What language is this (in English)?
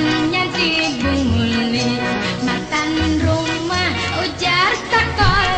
Banjar